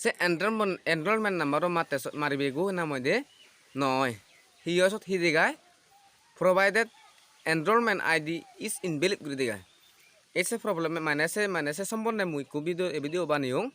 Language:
Chakma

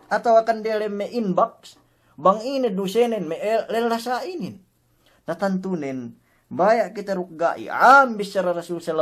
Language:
Yakan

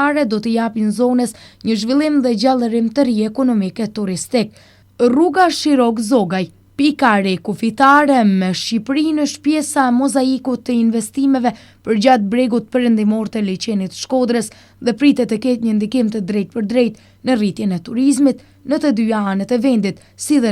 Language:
Albanian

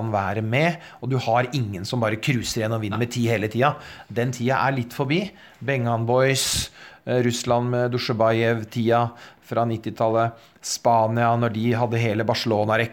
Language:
Norwegian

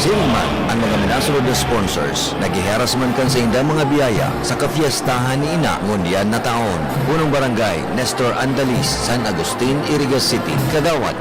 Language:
Bikol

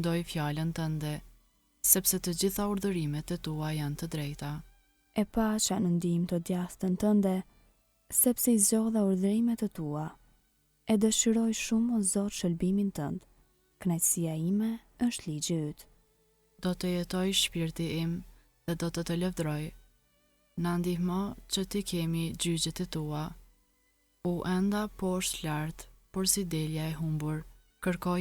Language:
Albanian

